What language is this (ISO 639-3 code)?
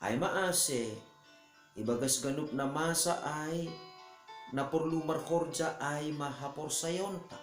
bts